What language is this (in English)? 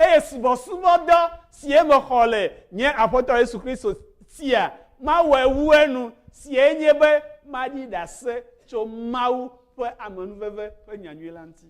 Ewe